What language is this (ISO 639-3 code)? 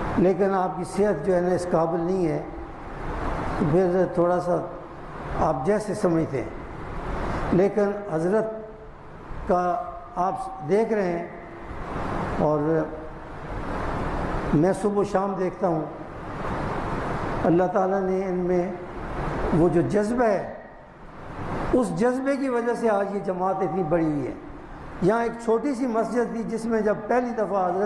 urd